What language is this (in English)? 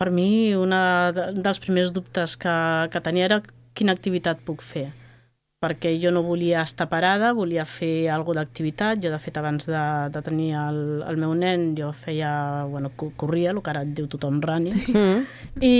Catalan